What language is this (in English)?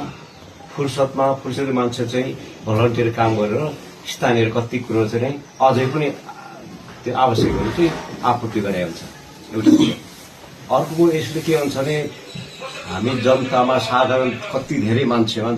Nepali